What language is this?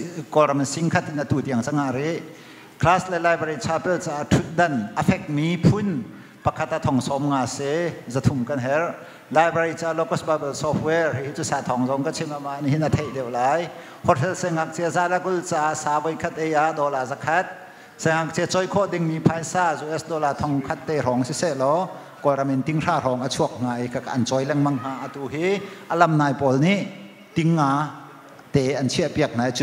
Hakha Chin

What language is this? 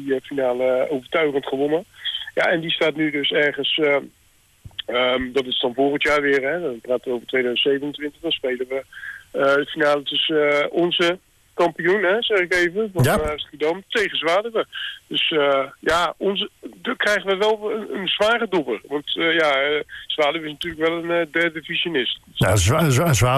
Dutch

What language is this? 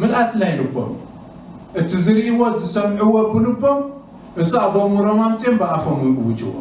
Tigrinya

